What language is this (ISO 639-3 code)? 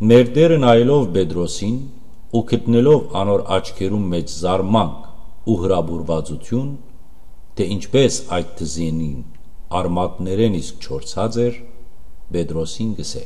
hyw